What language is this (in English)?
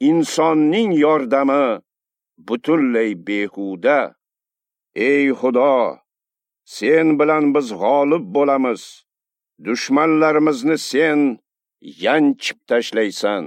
Uzbek